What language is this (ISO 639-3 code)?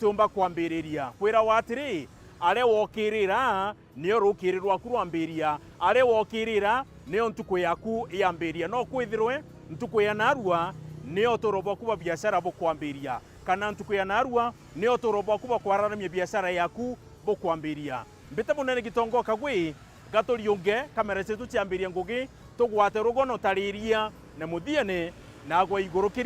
mer